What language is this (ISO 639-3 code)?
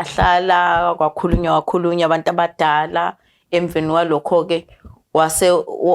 zul